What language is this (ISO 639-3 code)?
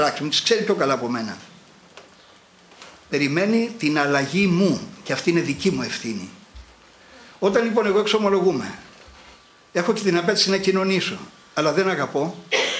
ell